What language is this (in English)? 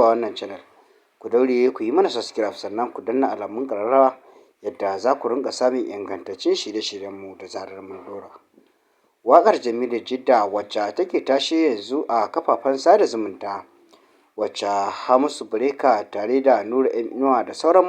Hausa